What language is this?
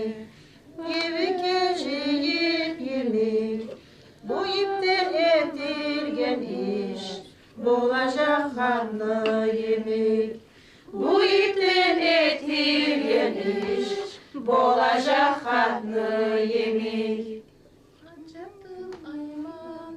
Kumyk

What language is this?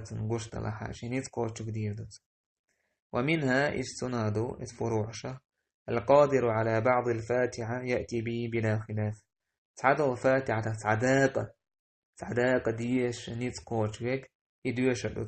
Chechen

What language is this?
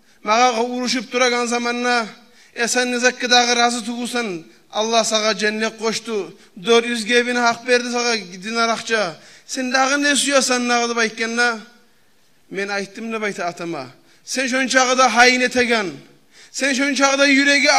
Kumyk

